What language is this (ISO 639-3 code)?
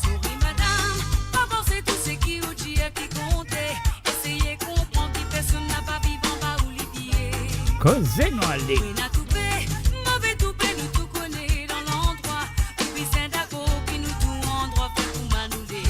mfe